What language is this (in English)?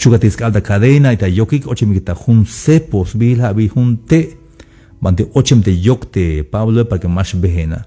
Tzeltal